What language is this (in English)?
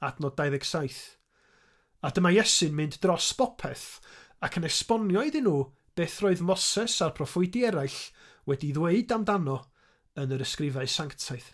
Welsh